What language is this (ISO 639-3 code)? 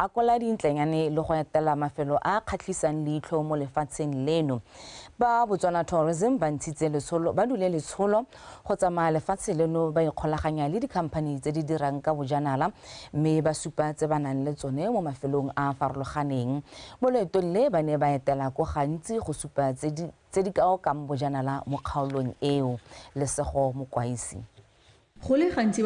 tsn